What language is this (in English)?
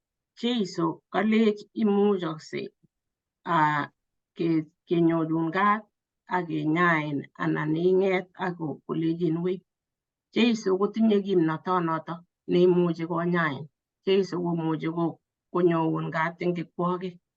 Kalenjin